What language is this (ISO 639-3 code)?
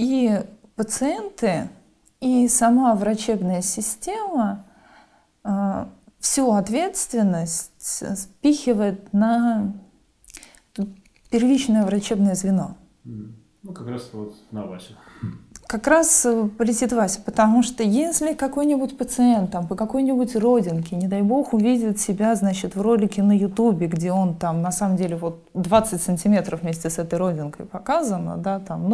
rus